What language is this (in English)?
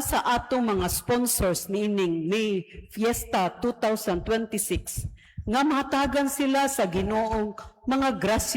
Cebuano